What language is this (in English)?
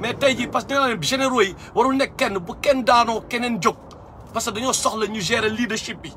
Wolof